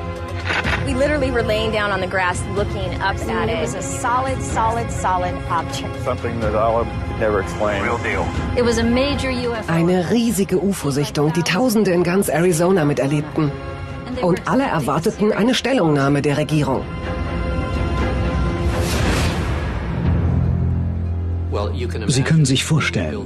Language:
German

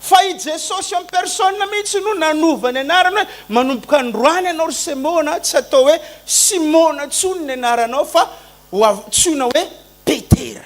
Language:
Malagasy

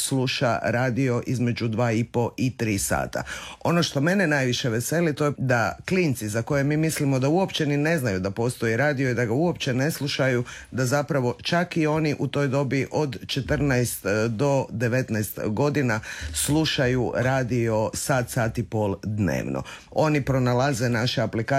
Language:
Croatian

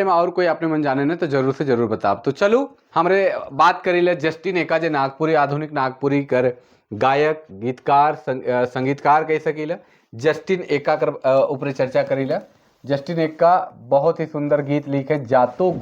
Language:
Sadri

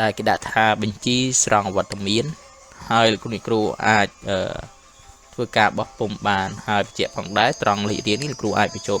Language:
Khmer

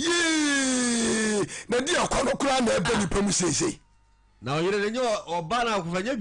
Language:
Akan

